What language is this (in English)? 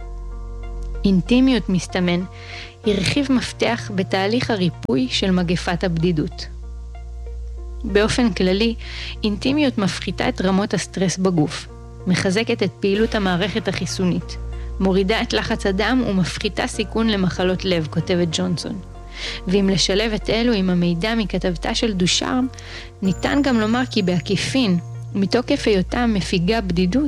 Hebrew